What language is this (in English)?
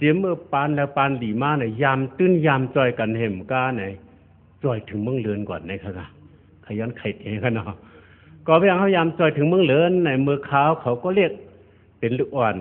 Shan